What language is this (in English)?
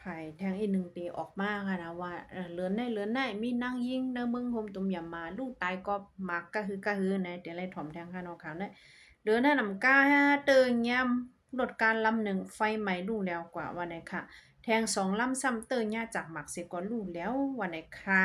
Shan